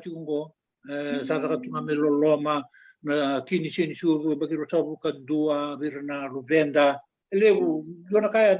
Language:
Fijian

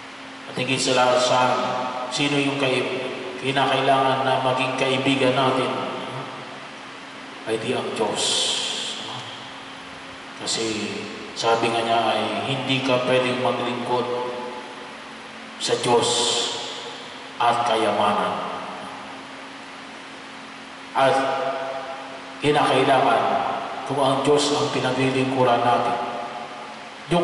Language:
Filipino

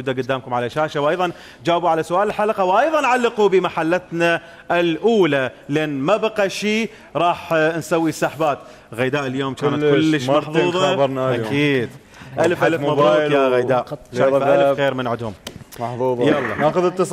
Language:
Mesopotamian Arabic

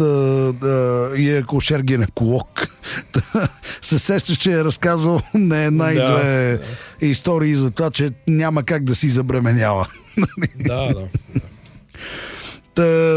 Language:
Bulgarian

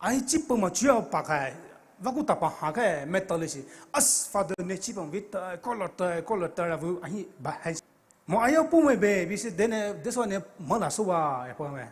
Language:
Poumei Naga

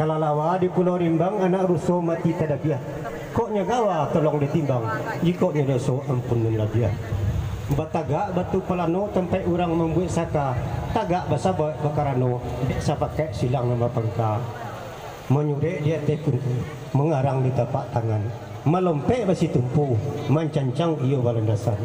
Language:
Minangkabau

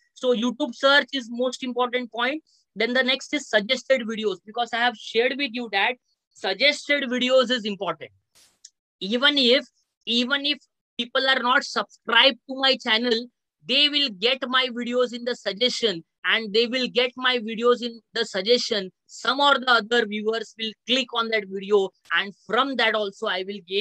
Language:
English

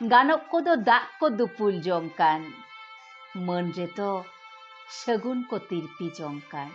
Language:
Santali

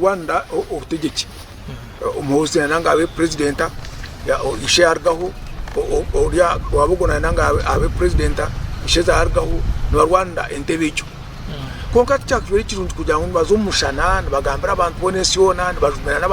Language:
Nyankole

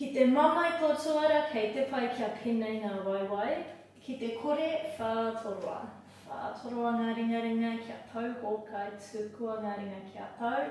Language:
Māori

